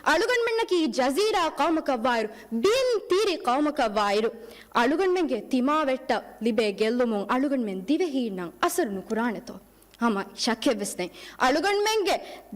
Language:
Divehi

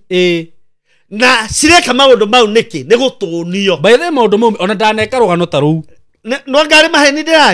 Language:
Kikuyu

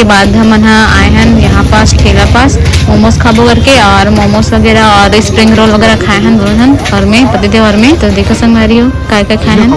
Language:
Chhattisgarhi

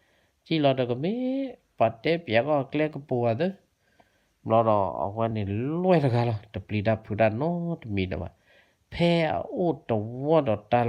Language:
S'gaw Karen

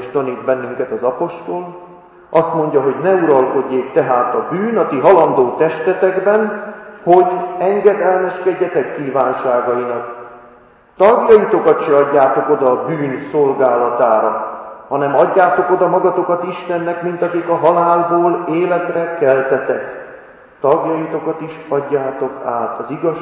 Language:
Hungarian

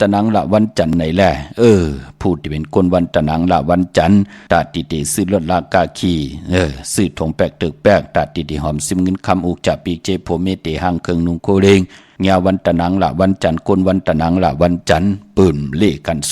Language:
Shan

